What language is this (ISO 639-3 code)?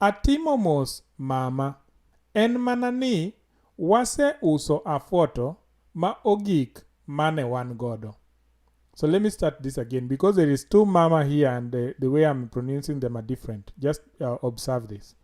luo